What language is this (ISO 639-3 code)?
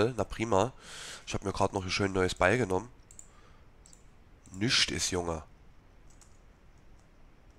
deu